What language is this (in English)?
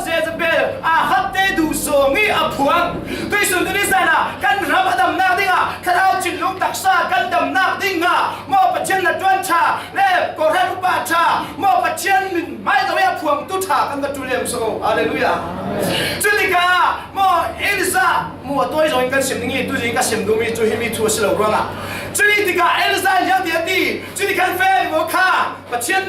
Falam Chin